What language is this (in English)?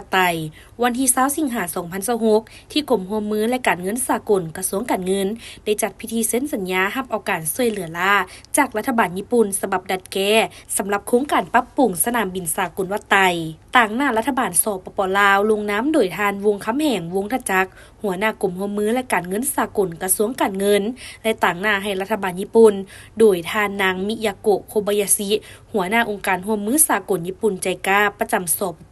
Lao